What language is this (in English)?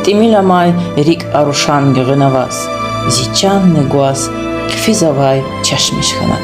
Lezghian